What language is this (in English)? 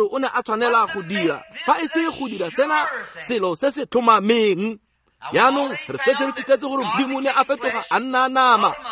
Tswana